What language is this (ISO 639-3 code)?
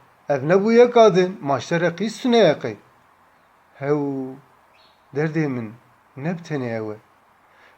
kur